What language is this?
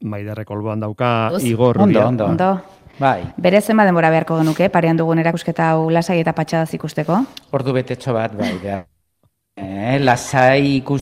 Basque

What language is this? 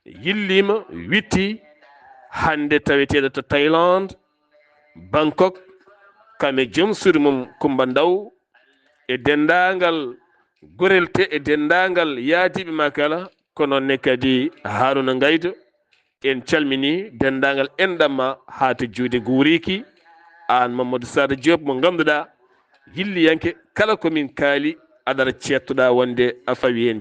Fula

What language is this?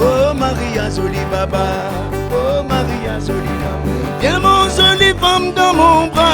Réunion Creole French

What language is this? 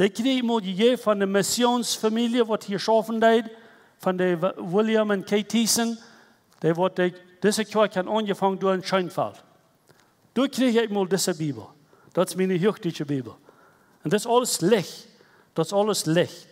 Plautdietsch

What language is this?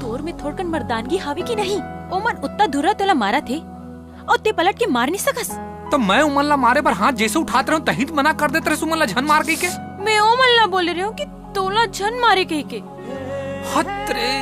Chhattisgarhi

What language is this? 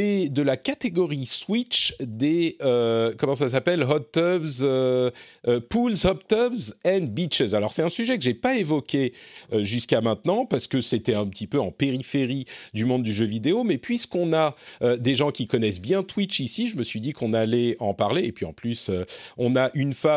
French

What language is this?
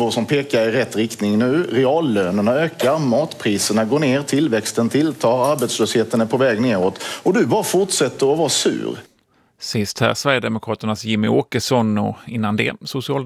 Swedish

